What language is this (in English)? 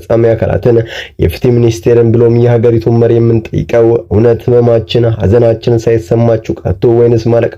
Amharic